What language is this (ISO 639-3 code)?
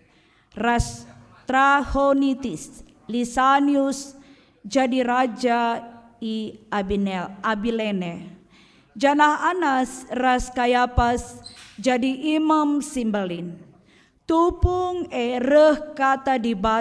btx